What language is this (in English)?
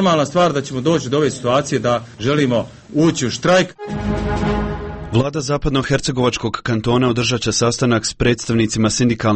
Croatian